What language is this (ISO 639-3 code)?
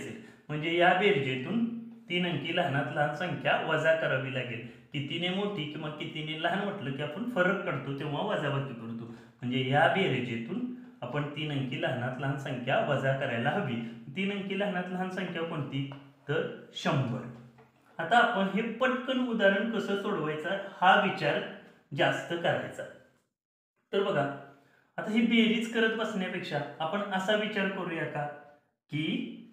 mar